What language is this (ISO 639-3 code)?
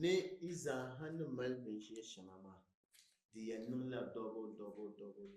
dag